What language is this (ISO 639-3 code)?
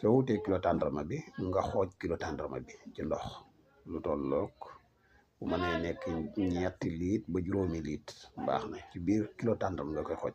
wol